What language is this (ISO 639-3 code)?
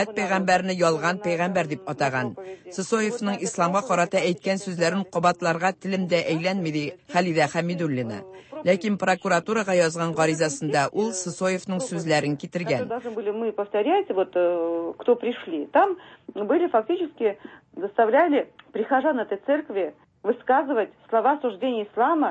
tat